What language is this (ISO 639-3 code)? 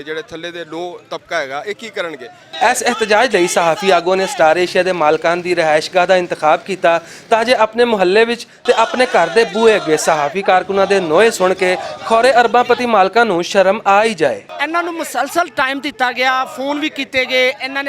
lah